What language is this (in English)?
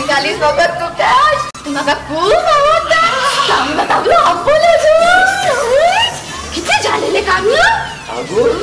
Konkani